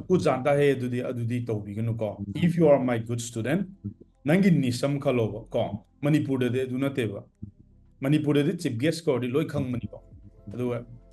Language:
Manipuri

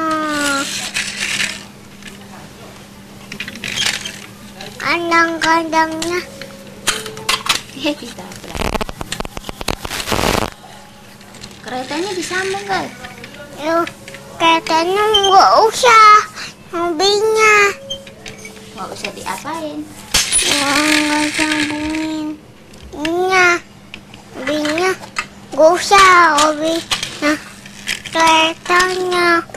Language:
Indonesian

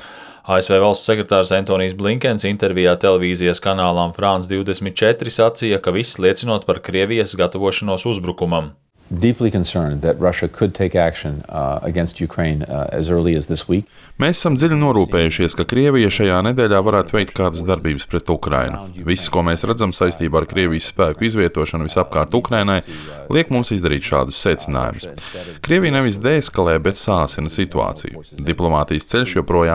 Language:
Latvian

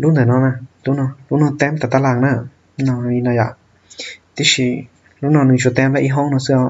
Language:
Hmong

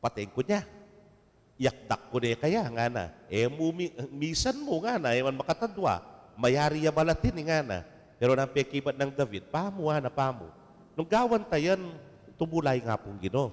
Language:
Pampanga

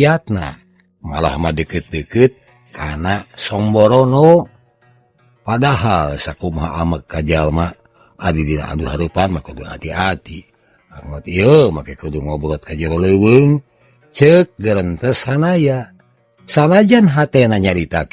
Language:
Sundanese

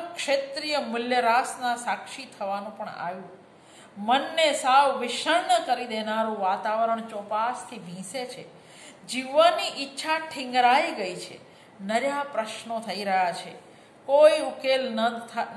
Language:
Gujarati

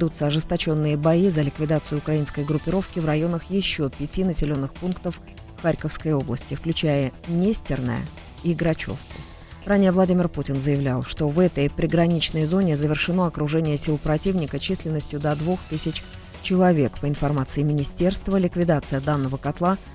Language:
Russian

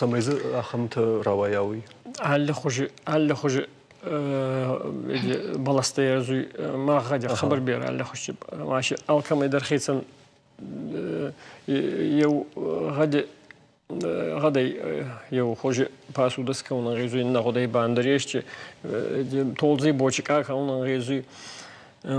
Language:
Ossetic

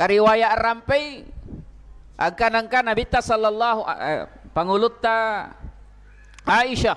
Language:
Buginese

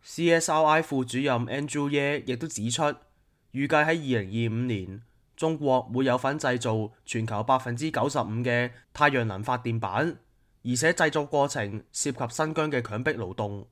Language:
Cantonese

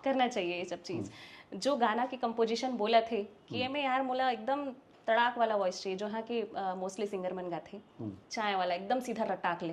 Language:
Chhattisgarhi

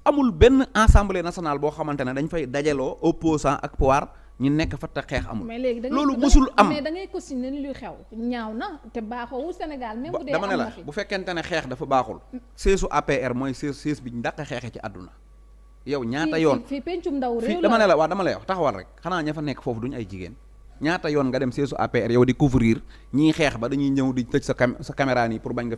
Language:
Wolof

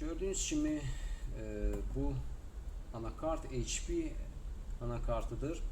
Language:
Azerbaijani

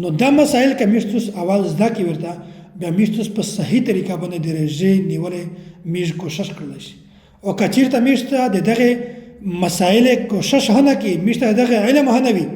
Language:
Pashto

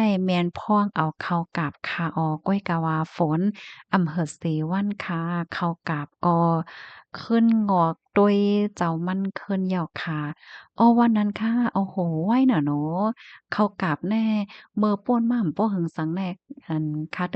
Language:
Shan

